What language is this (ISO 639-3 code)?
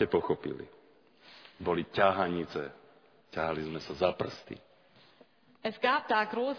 slk